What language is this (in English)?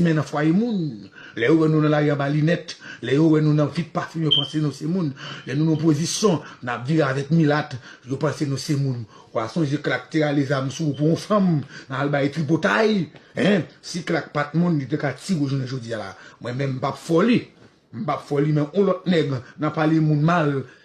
Haitian Creole